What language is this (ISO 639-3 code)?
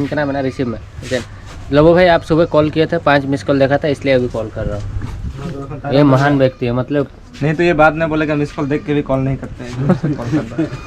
sat